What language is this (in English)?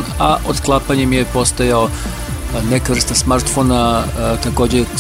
Serbian